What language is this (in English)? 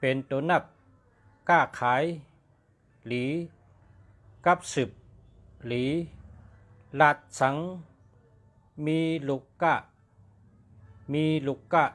Shan